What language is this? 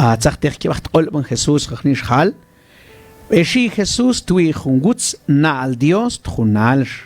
Mam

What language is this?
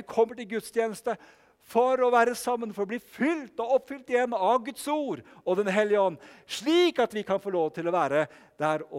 Norwegian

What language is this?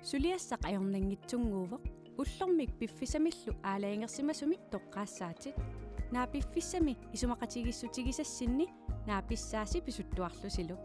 Kalaallisut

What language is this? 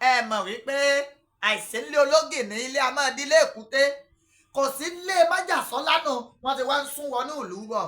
Yoruba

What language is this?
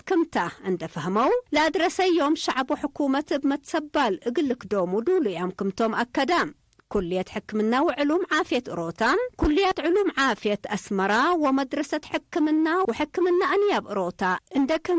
Tigre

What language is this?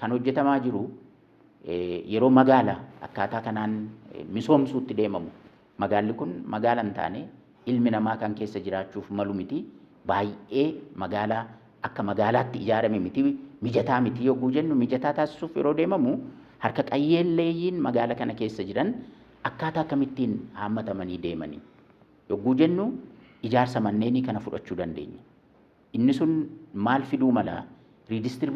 Oromo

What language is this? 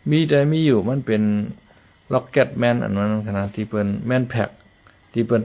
Shan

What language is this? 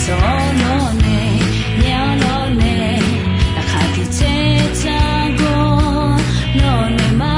Akha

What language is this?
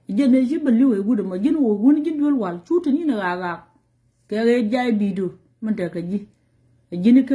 Nuer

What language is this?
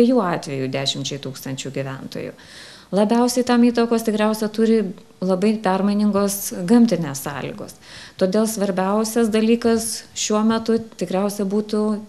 Lithuanian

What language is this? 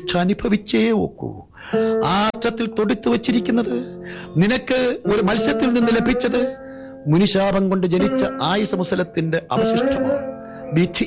Malayalam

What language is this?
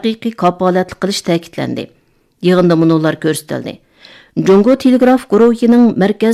Uyghur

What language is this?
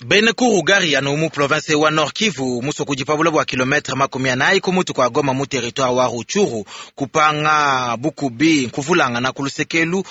Luba-Lulua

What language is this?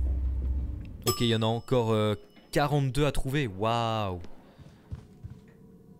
French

